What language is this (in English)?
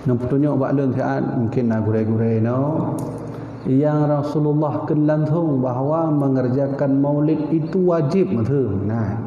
Achinese